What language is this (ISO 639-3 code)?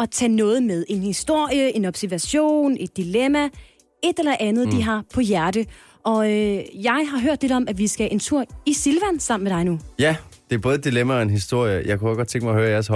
dan